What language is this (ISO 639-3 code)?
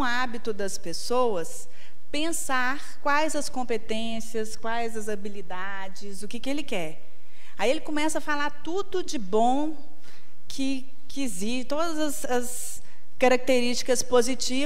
por